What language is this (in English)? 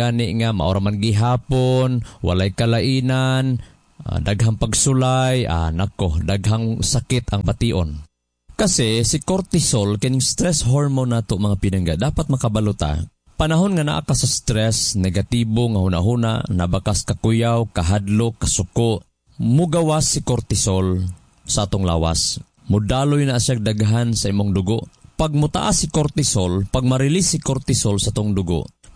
Cebuano